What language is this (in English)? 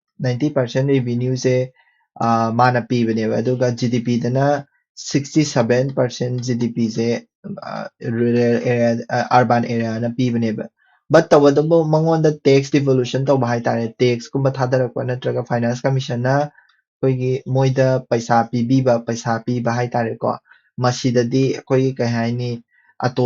Manipuri